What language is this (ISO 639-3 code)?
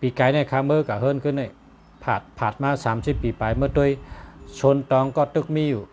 shn